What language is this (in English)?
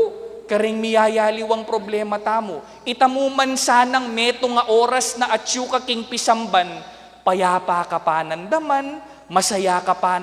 Pampanga